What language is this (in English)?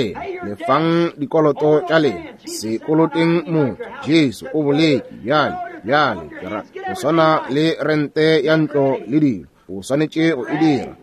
Northern Sotho